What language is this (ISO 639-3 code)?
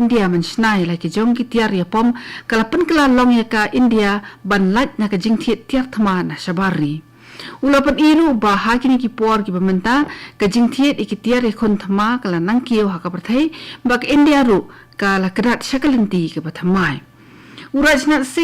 kha